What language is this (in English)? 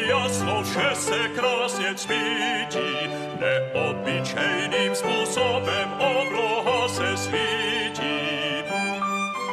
Czech